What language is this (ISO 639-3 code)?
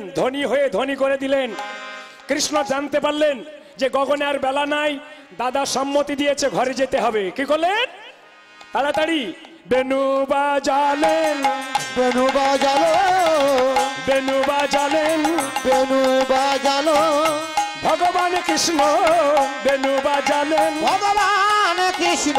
ben